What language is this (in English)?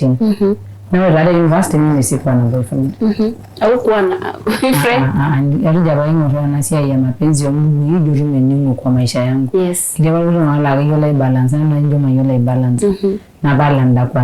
Masai